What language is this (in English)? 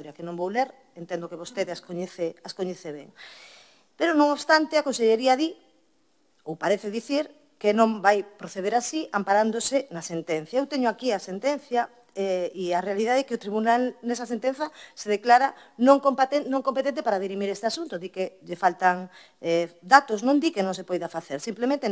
Galician